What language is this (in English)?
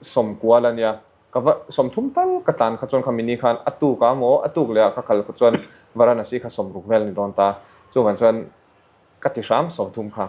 Mizo